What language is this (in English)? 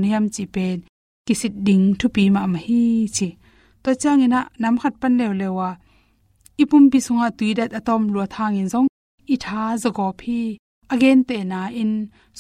Tedim Chin